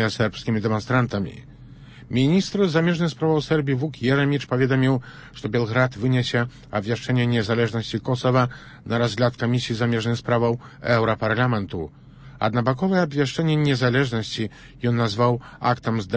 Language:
Belarusian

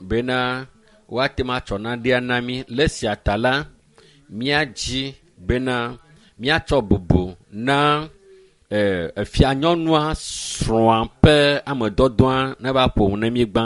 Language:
Ewe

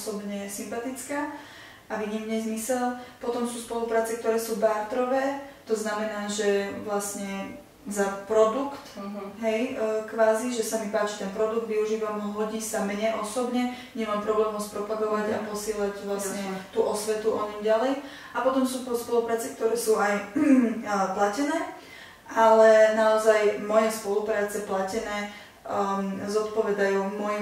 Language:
Slovak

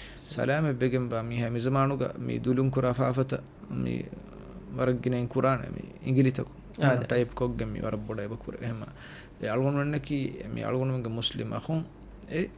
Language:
Divehi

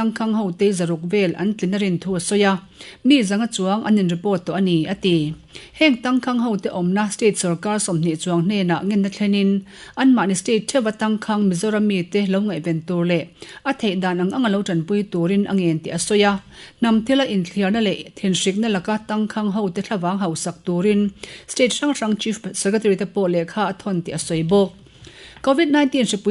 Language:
Mizo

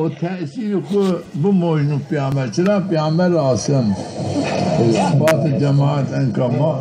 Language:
Zaza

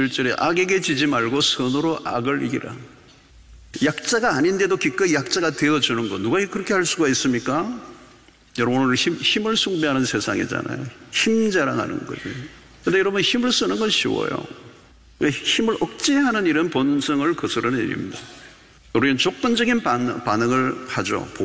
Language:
Korean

